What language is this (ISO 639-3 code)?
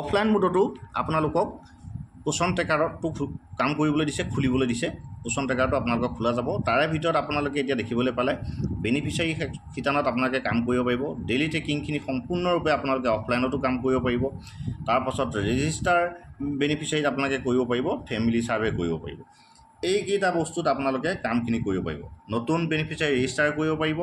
asm